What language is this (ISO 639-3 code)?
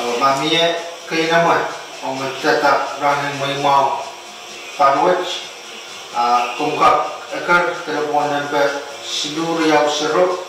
pon